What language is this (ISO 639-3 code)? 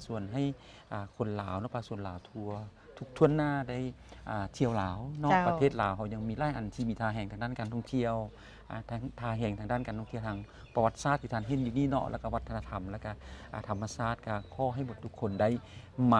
lao